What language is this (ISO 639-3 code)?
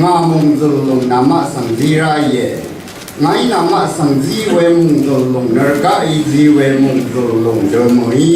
raw